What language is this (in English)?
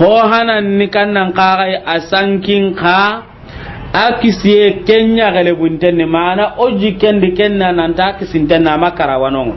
Soninke